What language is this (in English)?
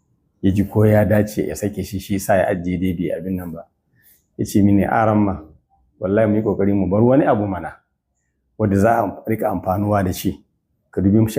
Hausa